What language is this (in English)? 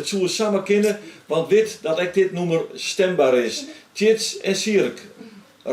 Western Frisian